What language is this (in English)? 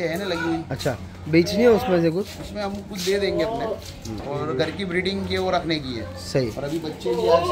Hindi